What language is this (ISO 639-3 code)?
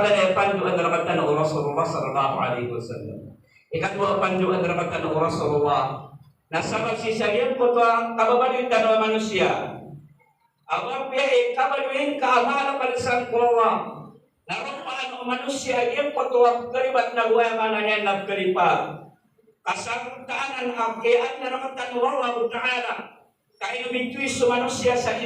mrw